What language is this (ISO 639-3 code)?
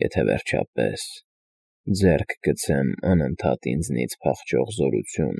hye